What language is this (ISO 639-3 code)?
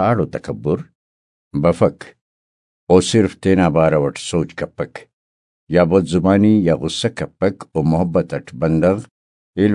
brh